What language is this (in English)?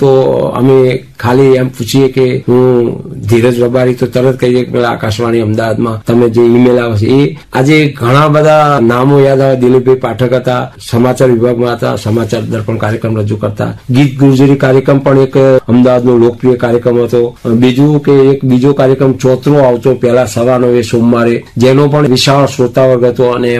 Gujarati